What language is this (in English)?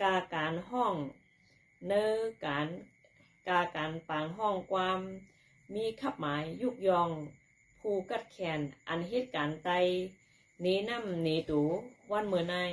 Shan